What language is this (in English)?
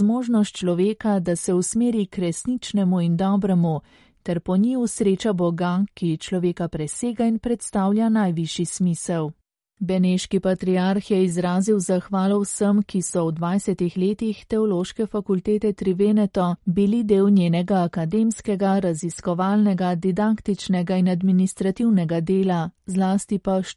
Slovenian